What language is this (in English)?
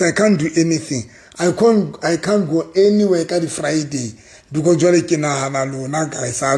Southern Sotho